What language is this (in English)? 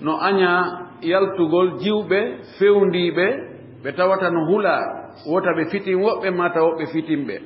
Fula